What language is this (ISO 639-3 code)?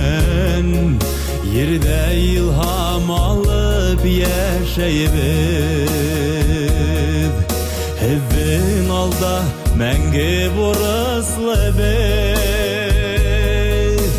bak